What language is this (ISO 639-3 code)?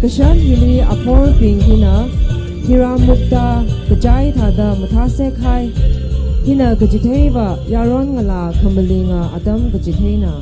nmf